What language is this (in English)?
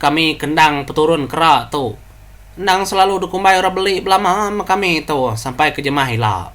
Iban